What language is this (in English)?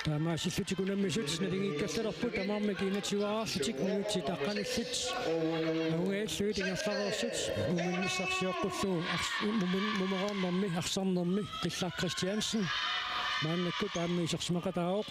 Kalaallisut